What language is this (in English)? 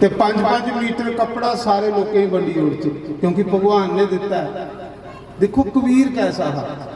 Dogri